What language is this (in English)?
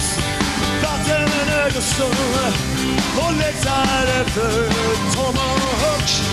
Swedish